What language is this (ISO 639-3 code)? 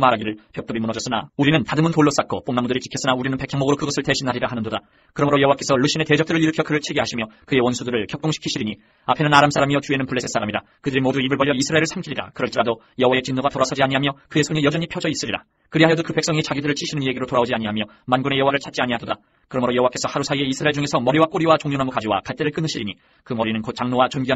kor